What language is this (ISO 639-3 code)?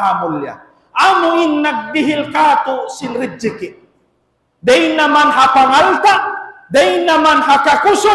tsg